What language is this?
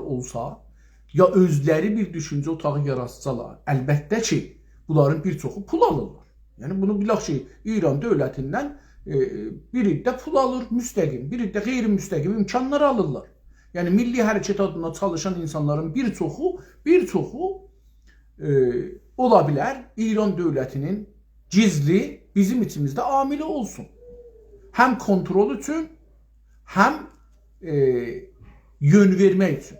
South Azerbaijani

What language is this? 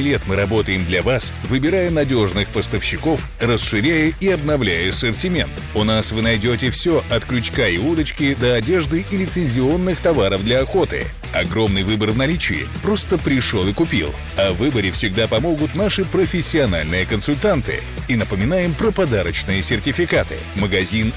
Russian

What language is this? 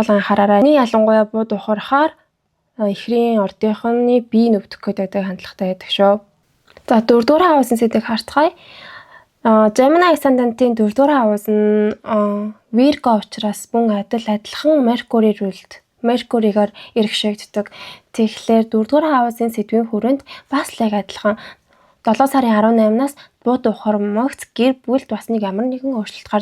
Mongolian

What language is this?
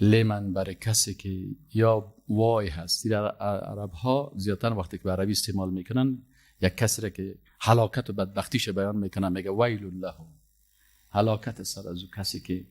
Persian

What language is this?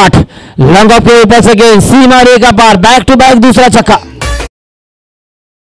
Hindi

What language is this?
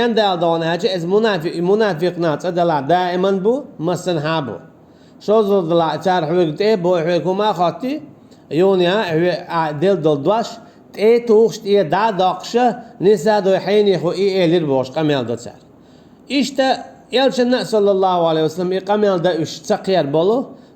Chechen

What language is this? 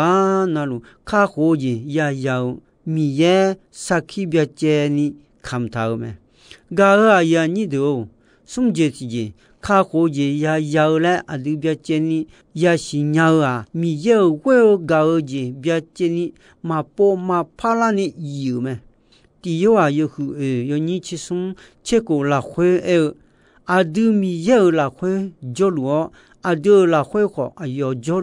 Akha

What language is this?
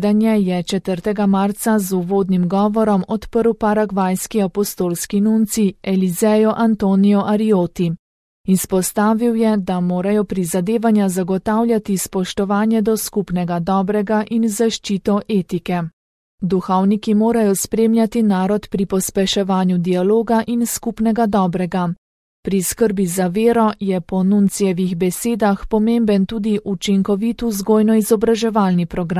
Slovenian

